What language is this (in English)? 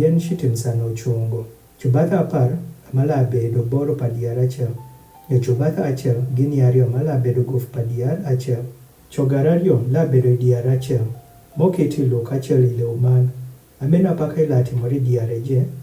Adhola